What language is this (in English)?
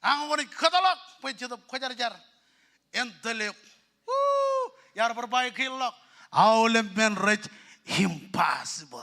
Marshallese